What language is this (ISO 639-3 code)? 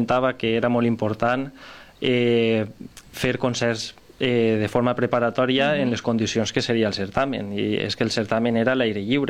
cat